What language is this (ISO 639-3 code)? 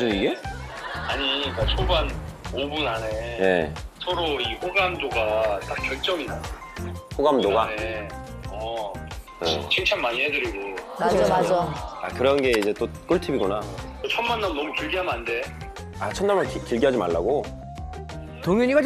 kor